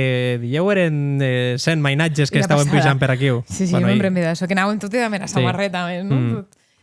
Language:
Occitan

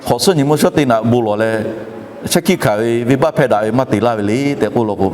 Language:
Lahu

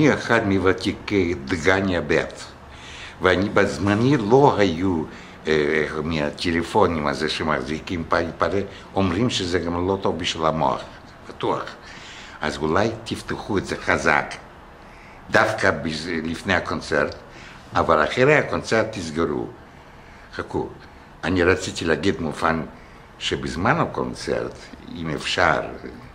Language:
Hebrew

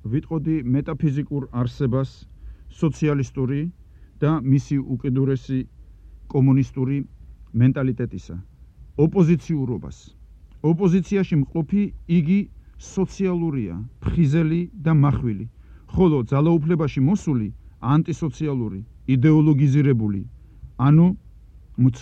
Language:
Georgian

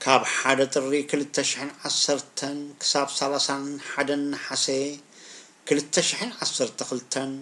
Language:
Tigrinya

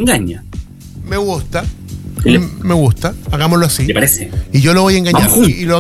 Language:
Spanish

